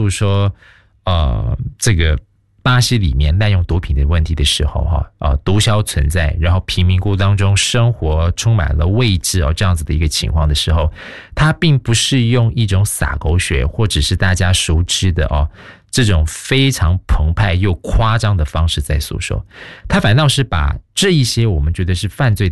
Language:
Chinese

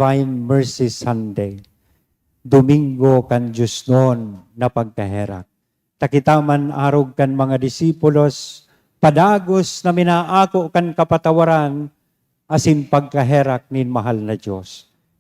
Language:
Bikol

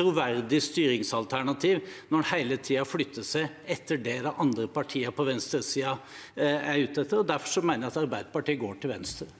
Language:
Norwegian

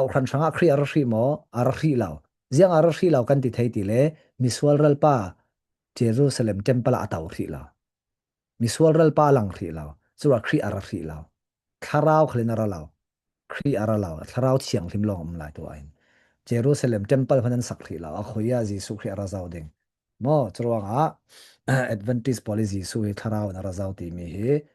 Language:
Falam Chin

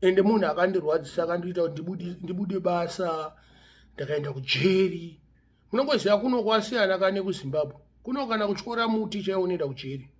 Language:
Shona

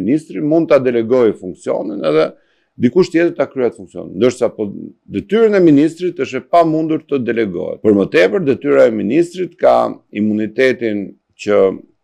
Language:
Albanian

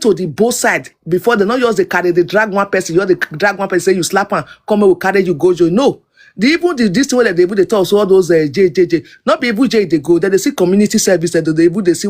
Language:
Nigerian Pidgin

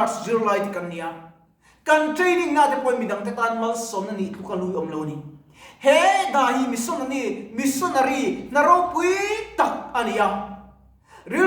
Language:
Mizo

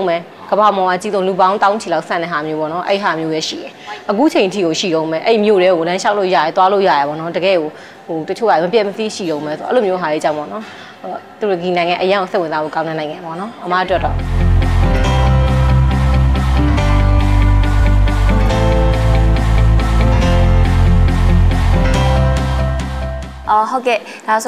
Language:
Burmese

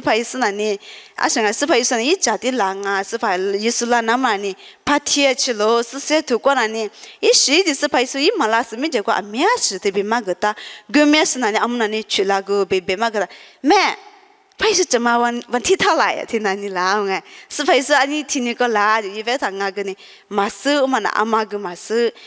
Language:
Lisu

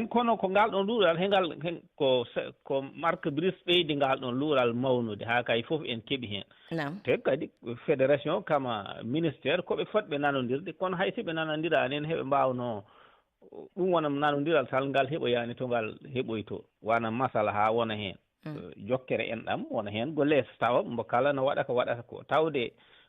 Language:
Fula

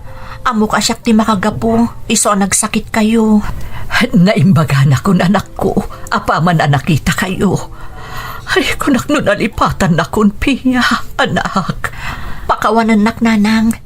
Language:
Iloko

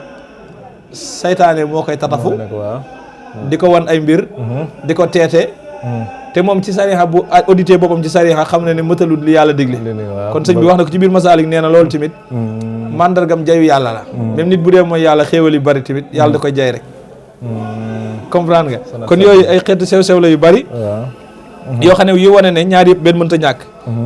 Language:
Wolof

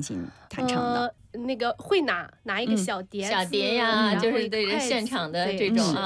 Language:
Chinese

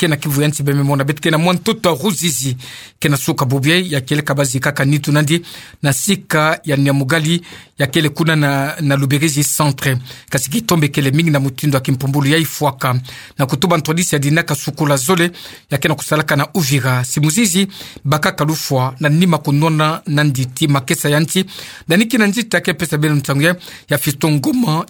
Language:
Kituba (Democratic Republic of Congo)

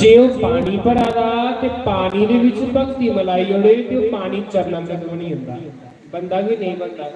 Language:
Dogri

